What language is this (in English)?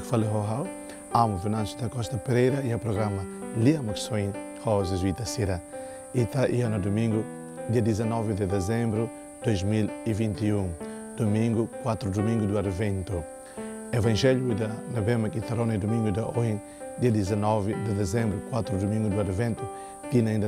Tetum